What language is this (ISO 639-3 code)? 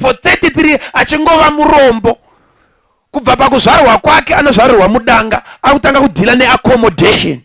sna